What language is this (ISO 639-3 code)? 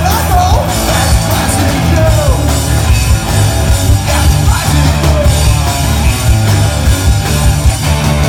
eng